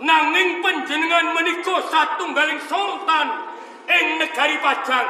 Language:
Javanese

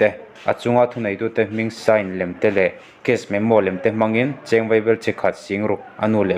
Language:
Mizo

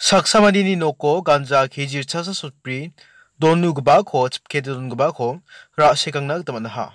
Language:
Garo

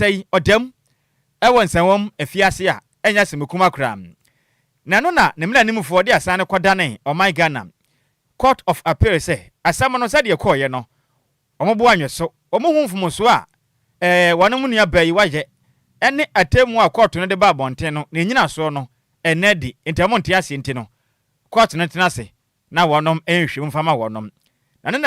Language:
Akan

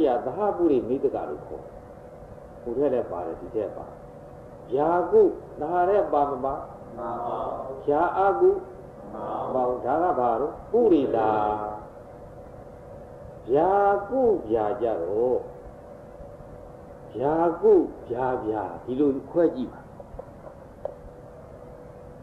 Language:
Burmese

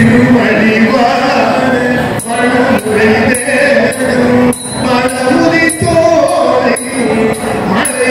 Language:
Tamil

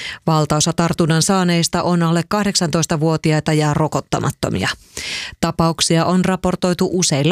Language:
Finnish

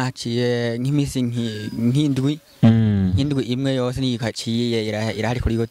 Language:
Rundi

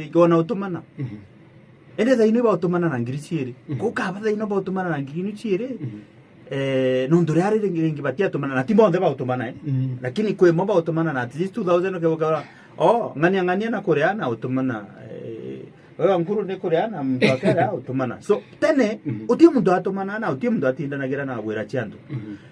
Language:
Meru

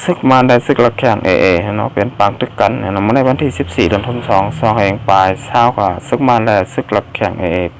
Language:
Shan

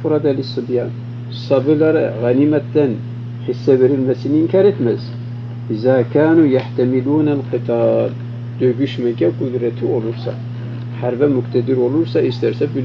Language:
Turkish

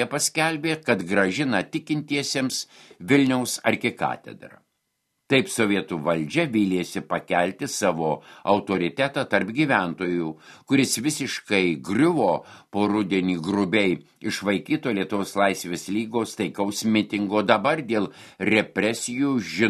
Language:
Lithuanian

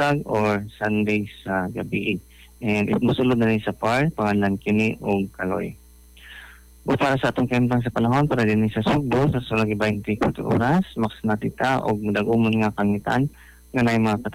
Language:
Cebuano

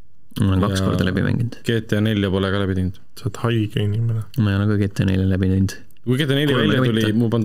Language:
Estonian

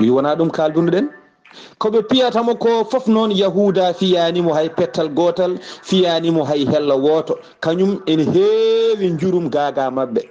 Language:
Fula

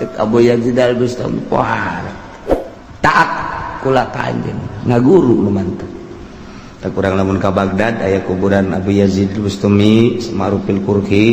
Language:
Sundanese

